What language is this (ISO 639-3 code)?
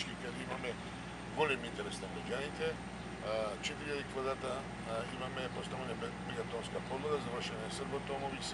mkd